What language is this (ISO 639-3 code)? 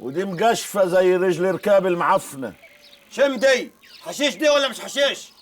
arz